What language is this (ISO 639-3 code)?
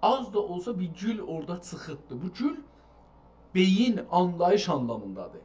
azb